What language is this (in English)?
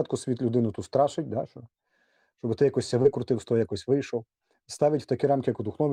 Rusyn